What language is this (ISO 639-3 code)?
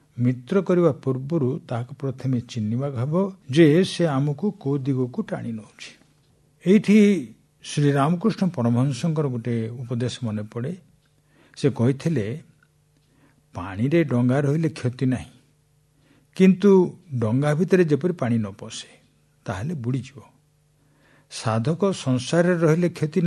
ori